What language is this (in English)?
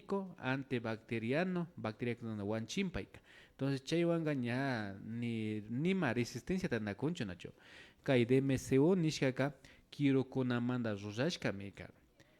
Imbabura Highland Quichua